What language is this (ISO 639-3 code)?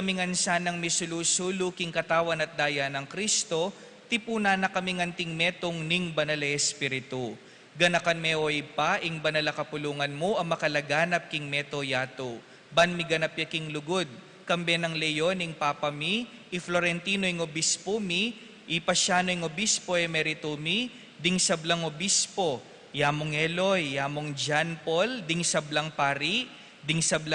pam